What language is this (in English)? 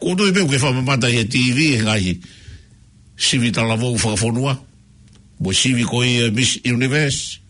Tongan